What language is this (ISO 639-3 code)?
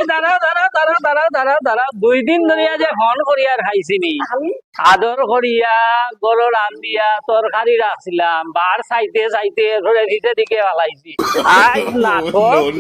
syl